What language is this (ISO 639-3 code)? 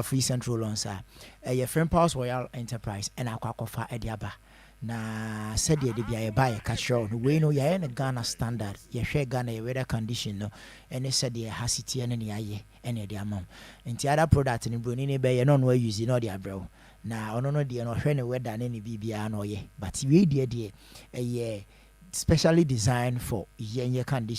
aka